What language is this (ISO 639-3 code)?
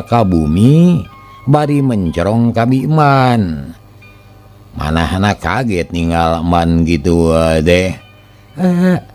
sun